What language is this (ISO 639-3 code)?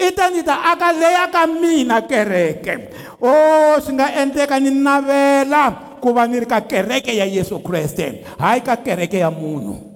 tso